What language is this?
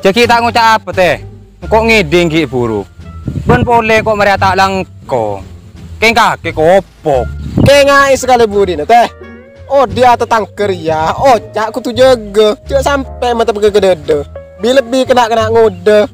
Madurese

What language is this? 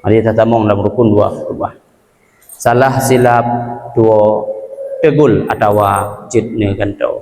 Achinese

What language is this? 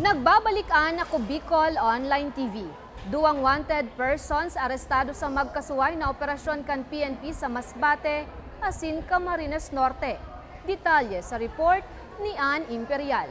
Bikol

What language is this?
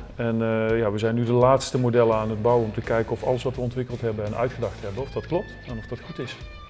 Dutch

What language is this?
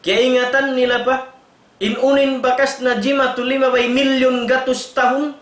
Tausug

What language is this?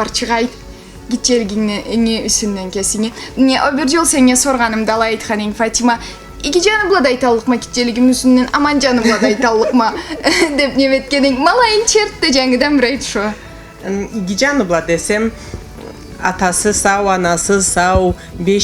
Karachay-Balkar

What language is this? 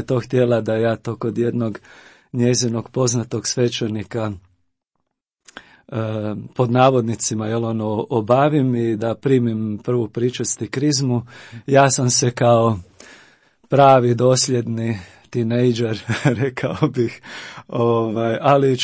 Croatian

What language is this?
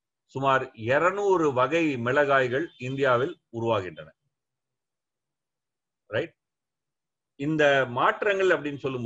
Tamil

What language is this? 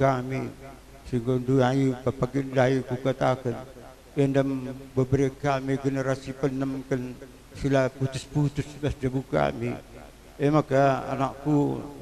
Batak Karo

